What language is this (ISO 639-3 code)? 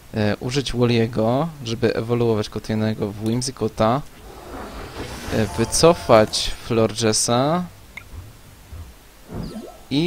pol